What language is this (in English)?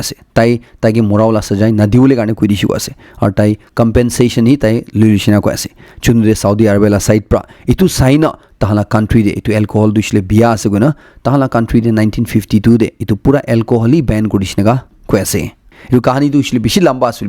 Naga Pidgin